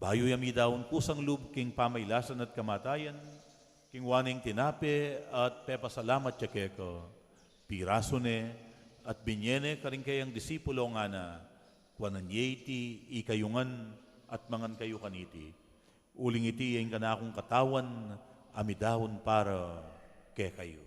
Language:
Pampanga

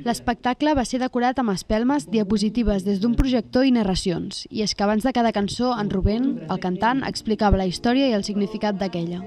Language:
Catalan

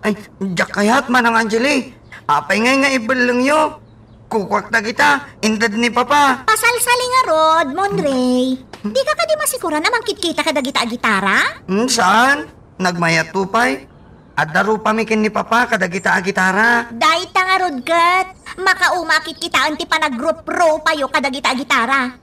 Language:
Iloko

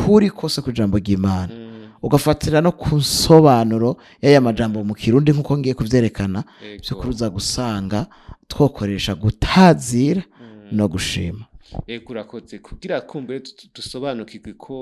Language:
Rundi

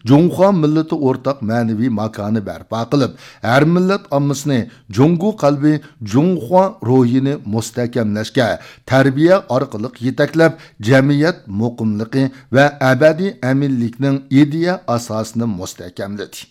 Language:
Uyghur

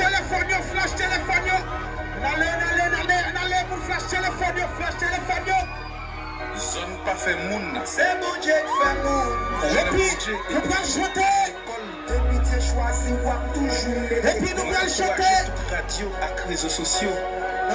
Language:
Haitian Creole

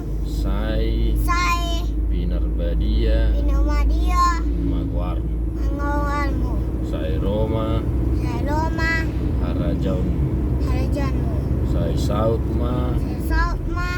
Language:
Batak Toba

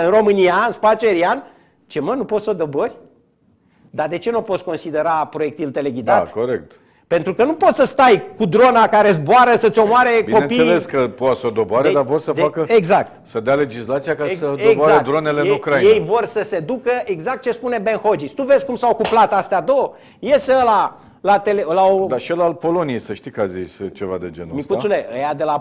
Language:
Romanian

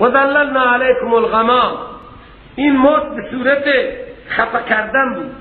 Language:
Persian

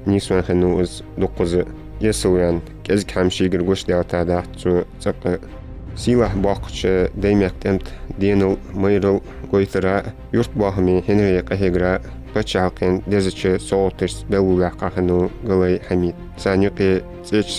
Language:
Ingush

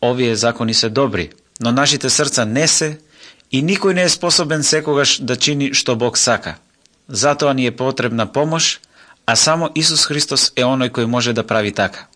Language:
Macedonian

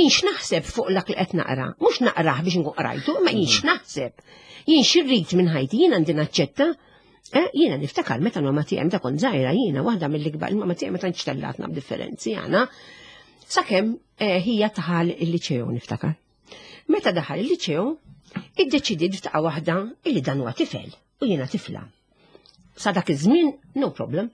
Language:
Maltese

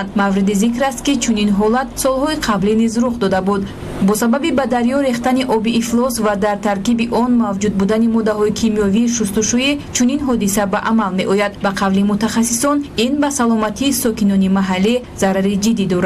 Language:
Tajik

